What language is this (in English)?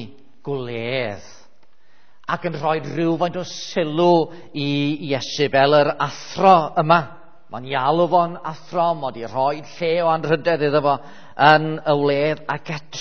Welsh